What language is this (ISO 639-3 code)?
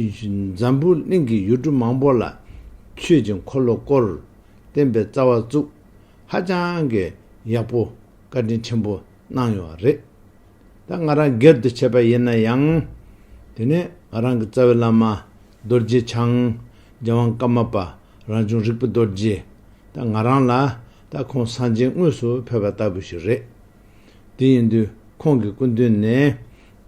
bod